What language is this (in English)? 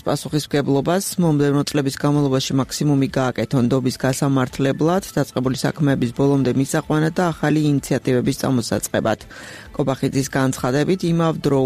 Georgian